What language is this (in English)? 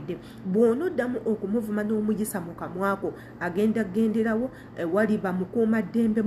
Ganda